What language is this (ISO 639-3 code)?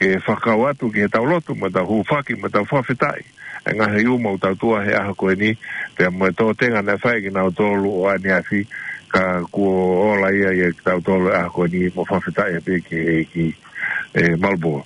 ton